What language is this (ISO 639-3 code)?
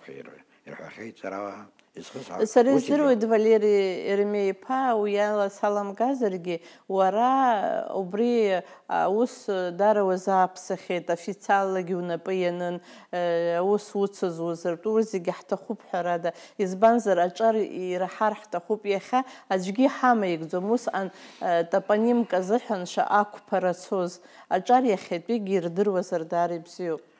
abk